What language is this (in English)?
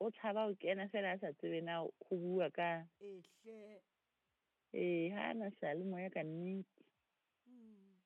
Southern Sotho